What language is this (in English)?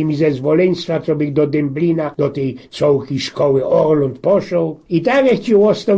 Silesian